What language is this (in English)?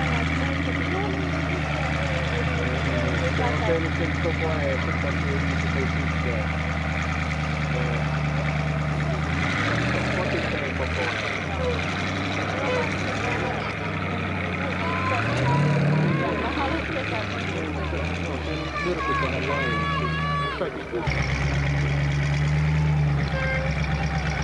Finnish